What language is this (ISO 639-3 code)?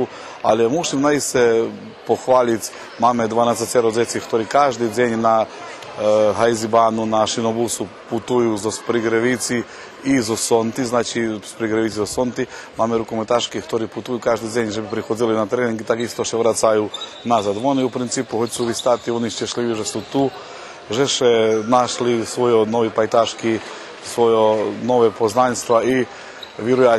rue